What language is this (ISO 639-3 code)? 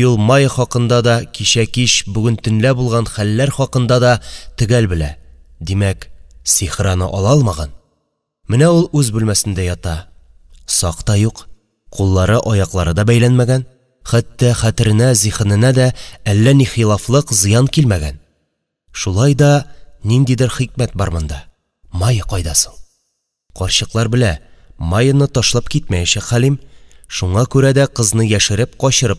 tat